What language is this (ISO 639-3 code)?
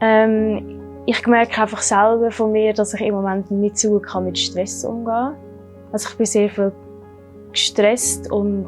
gsw